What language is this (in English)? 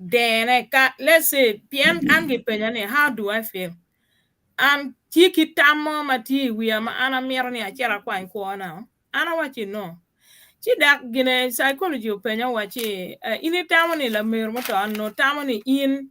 Acoli